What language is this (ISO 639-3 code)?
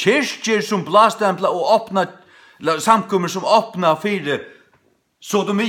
fao